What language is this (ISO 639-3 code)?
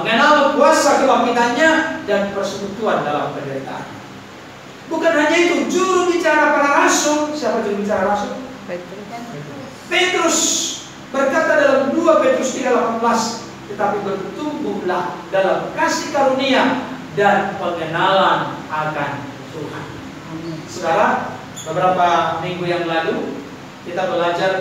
ind